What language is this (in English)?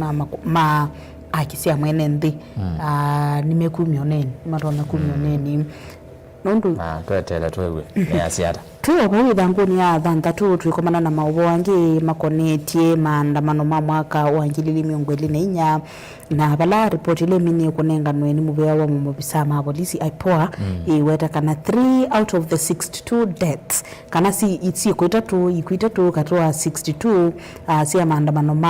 Kamba